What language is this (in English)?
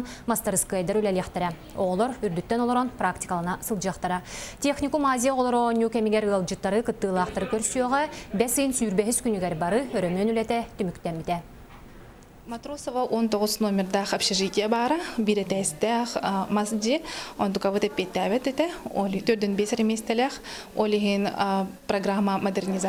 Yakut